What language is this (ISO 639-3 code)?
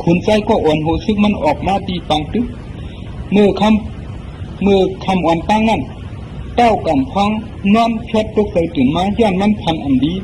shn